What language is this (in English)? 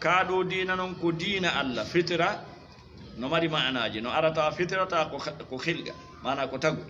Fula